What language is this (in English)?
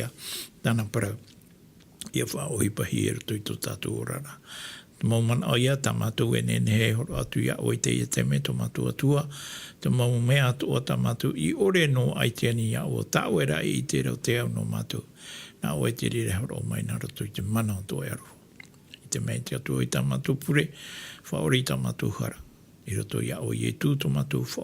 Tahitian